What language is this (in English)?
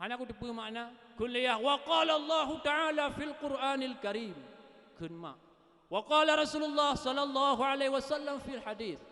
Achinese